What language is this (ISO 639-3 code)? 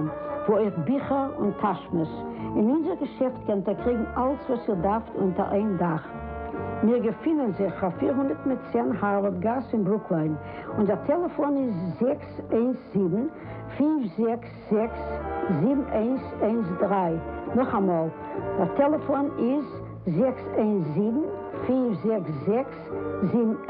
yid